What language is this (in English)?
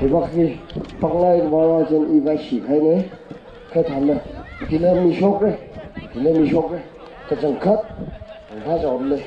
Tangkhul Naga (India)